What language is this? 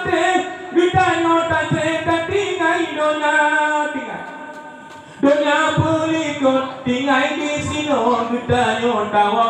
Achinese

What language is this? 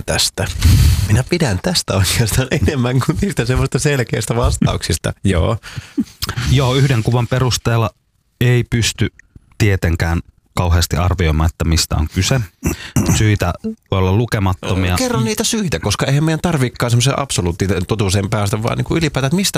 Finnish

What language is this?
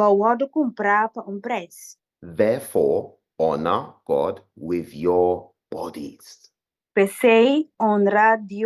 Papiamento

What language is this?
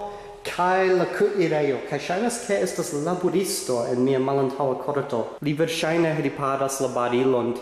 Esperanto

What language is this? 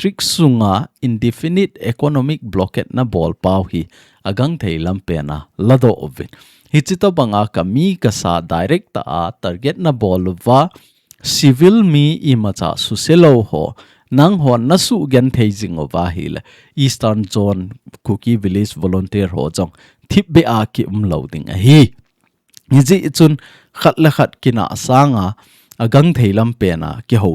Thado Chin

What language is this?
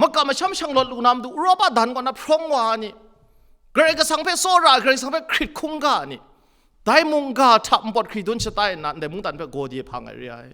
Kachin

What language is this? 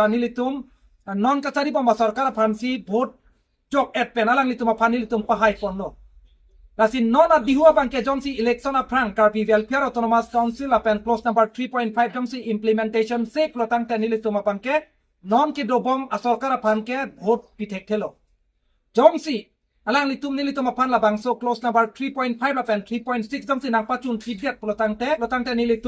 Karbi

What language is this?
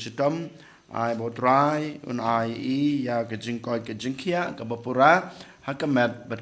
Khasi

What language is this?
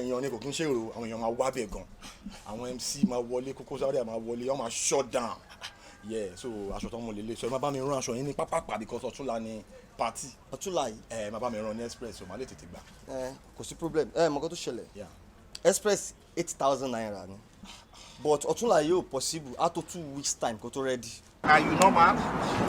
Yoruba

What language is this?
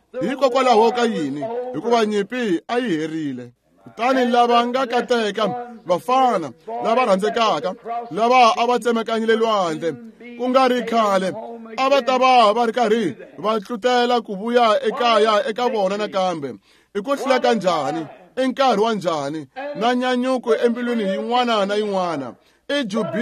Tsonga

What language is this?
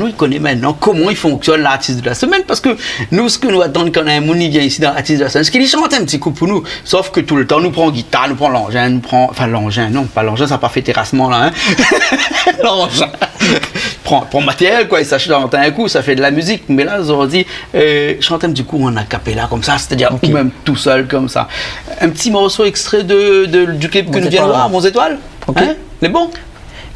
Réunion Creole French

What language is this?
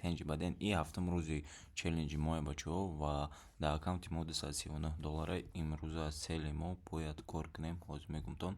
Tajik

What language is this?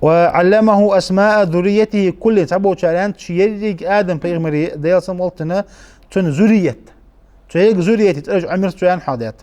Ingush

